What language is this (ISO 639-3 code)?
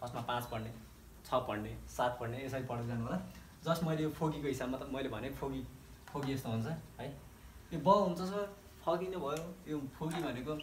nep